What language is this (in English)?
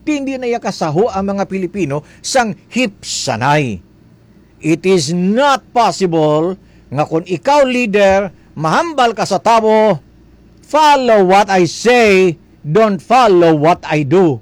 Hiligaynon